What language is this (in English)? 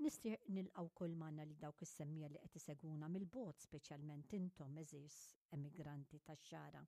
Maltese